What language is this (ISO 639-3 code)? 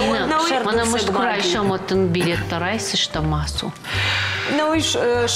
oss